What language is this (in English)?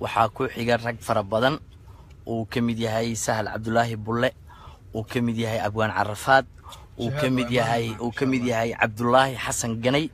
Somali